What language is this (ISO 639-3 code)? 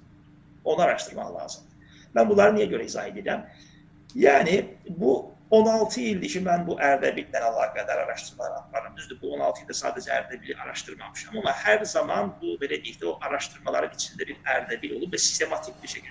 aze